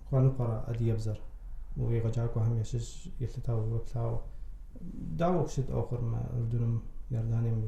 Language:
Kabardian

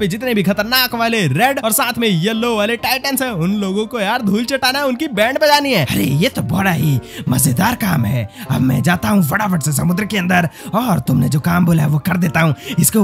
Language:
Hindi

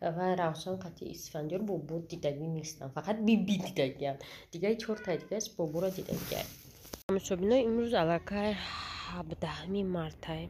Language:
Tajik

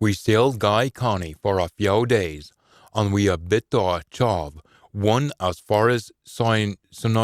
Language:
Scots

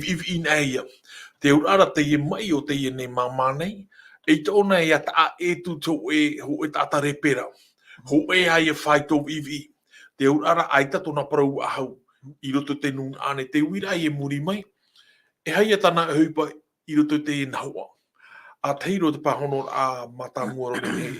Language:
Tahitian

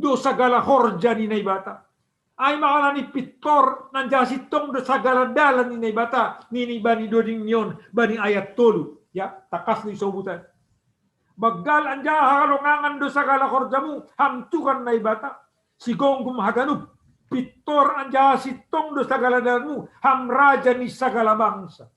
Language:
Batak Simalungun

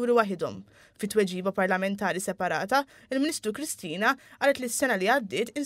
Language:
Maltese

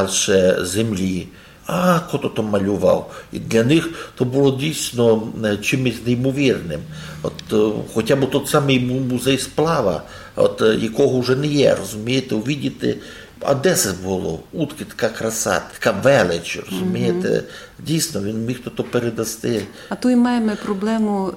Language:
Rusyn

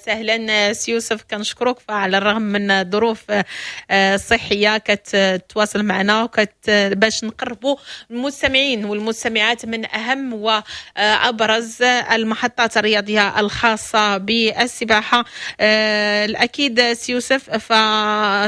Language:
Moroccan Arabic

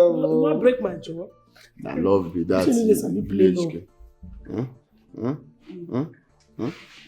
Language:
Nigerian Pidgin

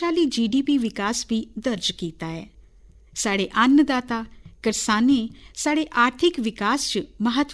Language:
Dogri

